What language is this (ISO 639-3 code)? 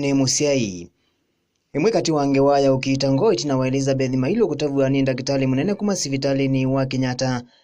kam